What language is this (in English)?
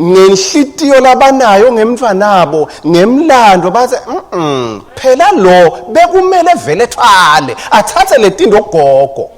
Swati